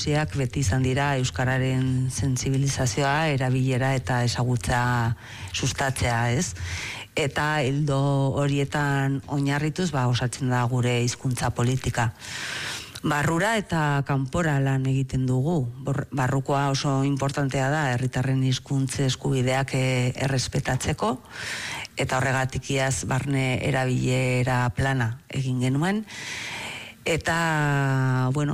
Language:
Basque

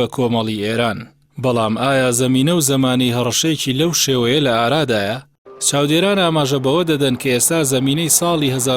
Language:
Central Kurdish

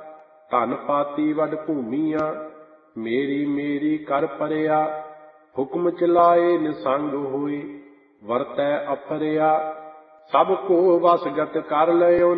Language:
Punjabi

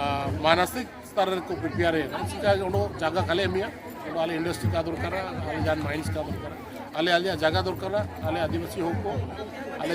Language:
Santali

